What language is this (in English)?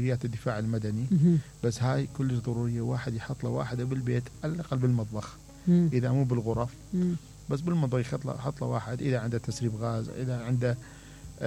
Mesopotamian Arabic